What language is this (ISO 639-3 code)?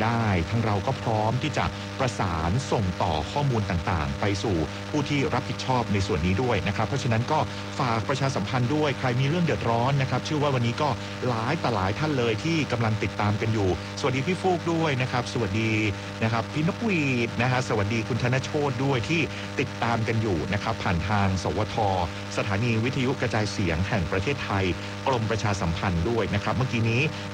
tha